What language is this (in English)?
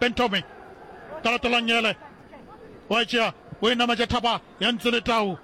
Northern Sotho